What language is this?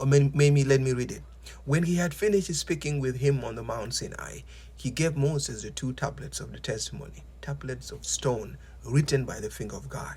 Nuer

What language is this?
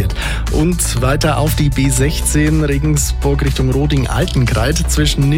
German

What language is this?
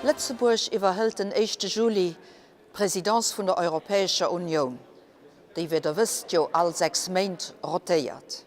Luxembourgish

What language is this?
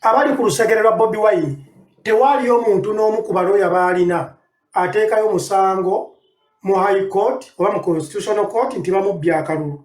Ganda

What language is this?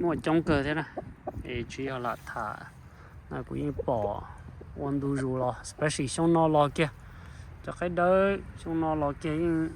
Hmong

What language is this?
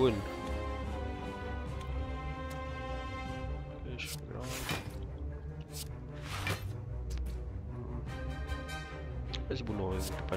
Malay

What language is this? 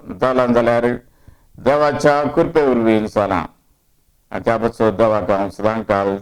Konkani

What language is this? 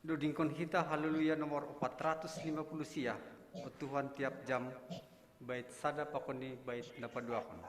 Batak Simalungun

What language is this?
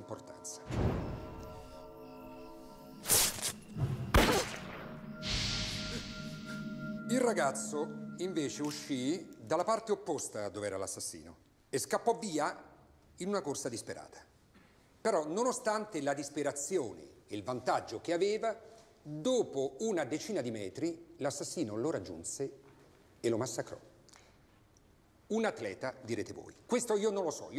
Italian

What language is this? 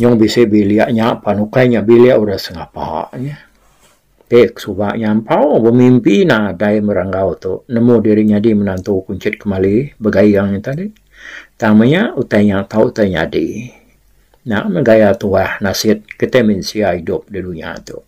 Iban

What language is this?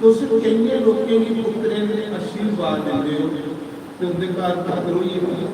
Dogri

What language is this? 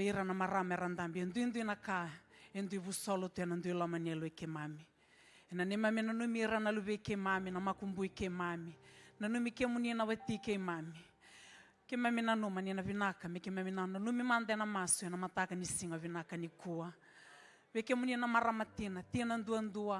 Fijian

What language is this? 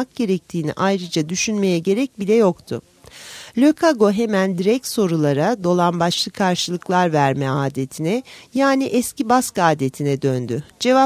Turkish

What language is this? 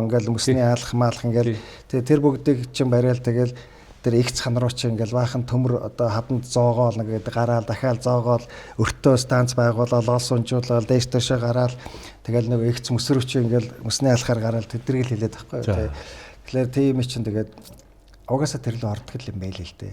Mongolian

